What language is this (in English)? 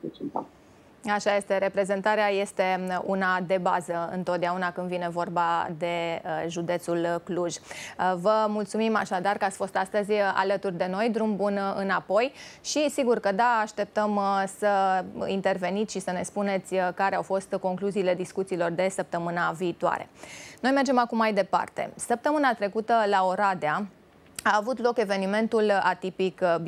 Romanian